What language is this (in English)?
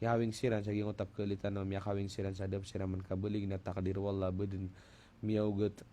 Maranao